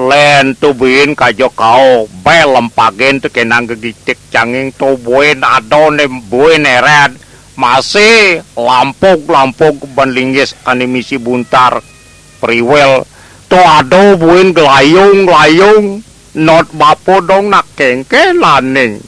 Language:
Balinese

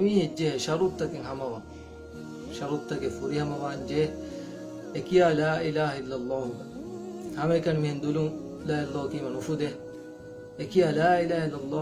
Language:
Divehi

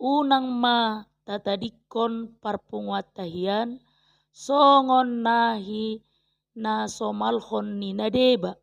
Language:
Batak Toba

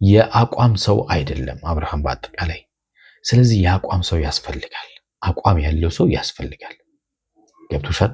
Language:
Amharic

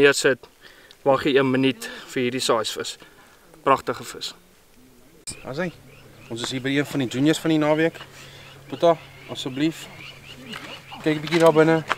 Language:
Afrikaans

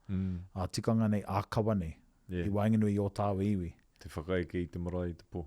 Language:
Māori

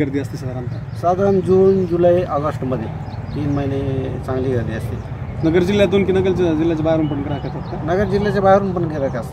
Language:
Marathi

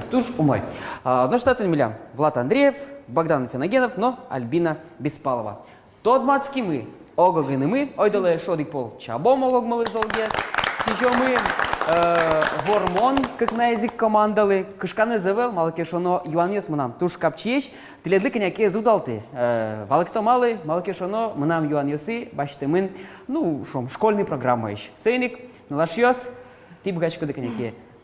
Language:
Udmurt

